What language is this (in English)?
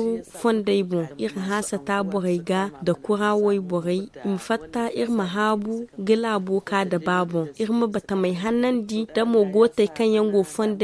Zarma